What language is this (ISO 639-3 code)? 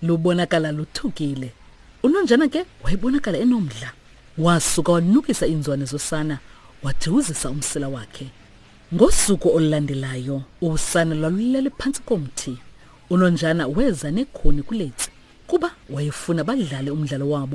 xho